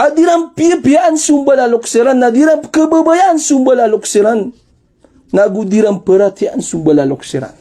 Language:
Maranao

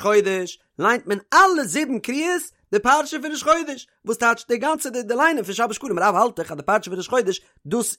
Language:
Yiddish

